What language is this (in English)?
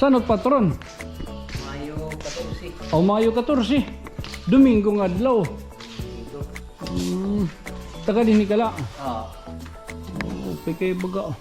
Waray